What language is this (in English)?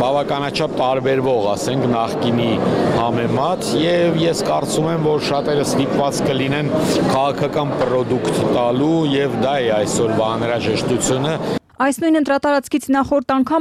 Armenian